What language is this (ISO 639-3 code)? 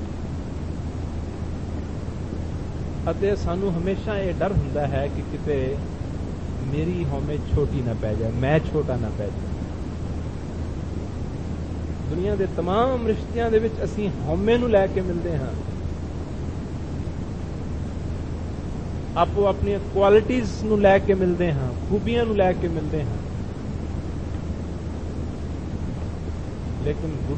pan